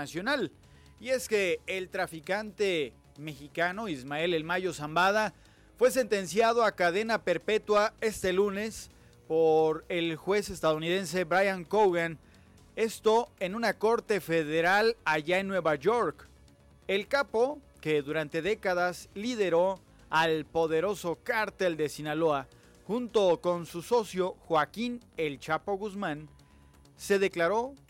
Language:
Spanish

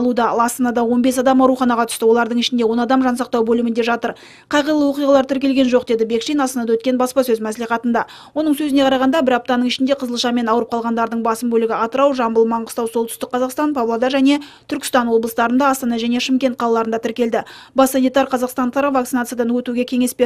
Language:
Kazakh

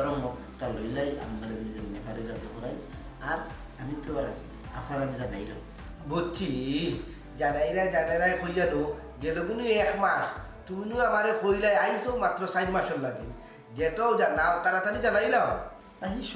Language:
Sylheti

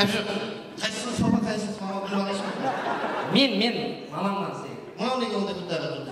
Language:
Kara-Kalpak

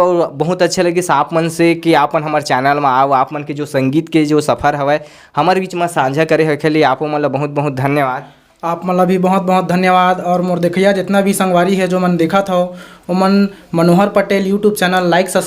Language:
Chhattisgarhi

